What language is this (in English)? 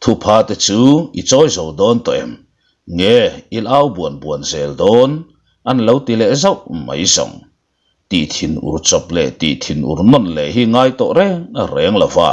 Mizo